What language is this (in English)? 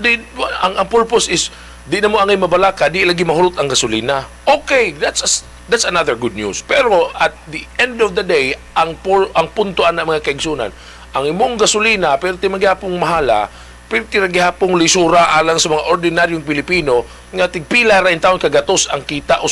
Cebuano